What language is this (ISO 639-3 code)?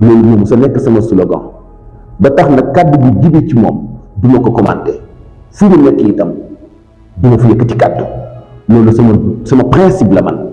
wol